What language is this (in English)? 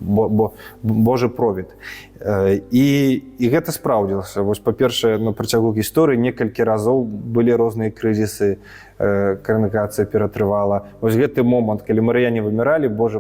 Belarusian